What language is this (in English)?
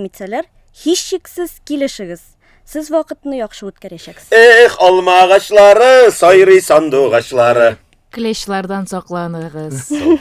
Tatar